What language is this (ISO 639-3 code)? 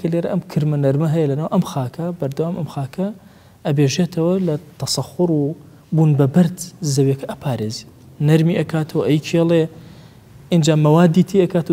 ckb